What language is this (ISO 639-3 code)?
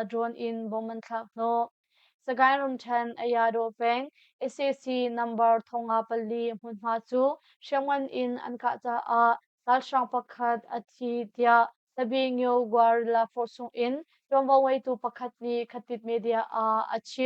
cnh